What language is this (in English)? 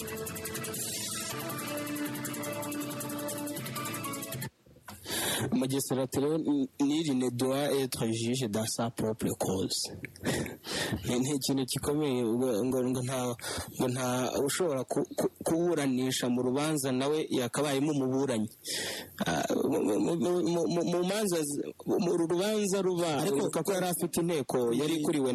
Kinyarwanda